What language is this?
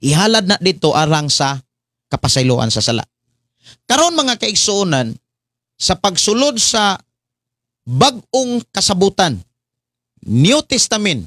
Cebuano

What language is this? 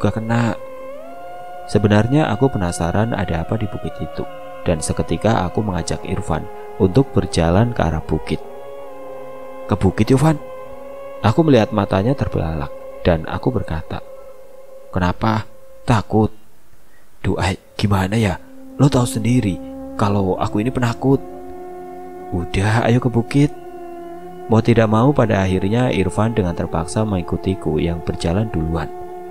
Indonesian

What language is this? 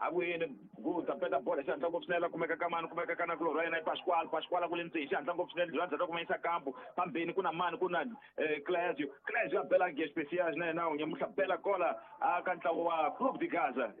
Tsonga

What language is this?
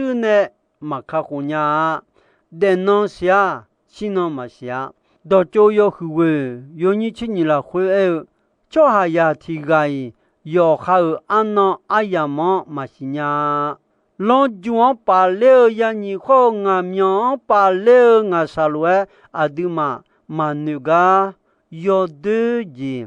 Akha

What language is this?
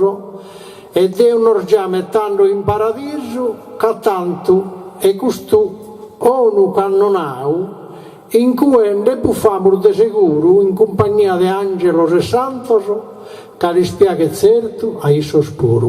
Sardinian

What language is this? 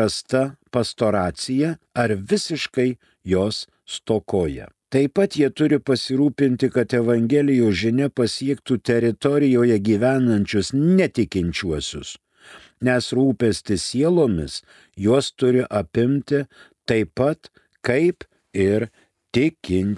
Lithuanian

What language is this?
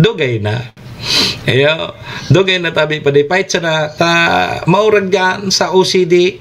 Bikol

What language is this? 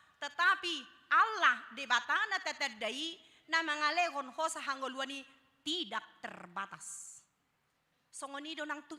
Batak Toba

